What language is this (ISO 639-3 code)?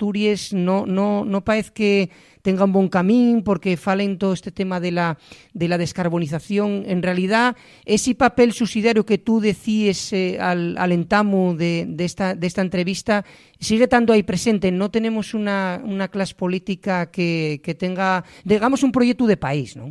ast